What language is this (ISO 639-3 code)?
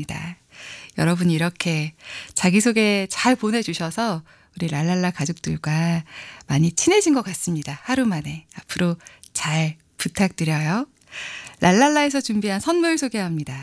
kor